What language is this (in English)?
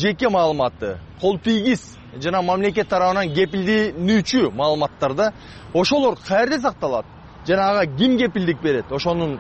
Kyrgyz